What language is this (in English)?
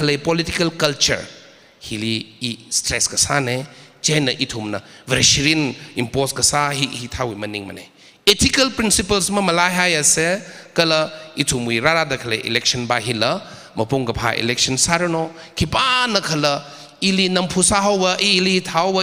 Tangkhul Naga (India)